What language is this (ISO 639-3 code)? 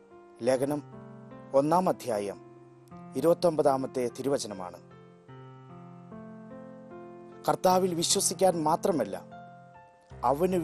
mal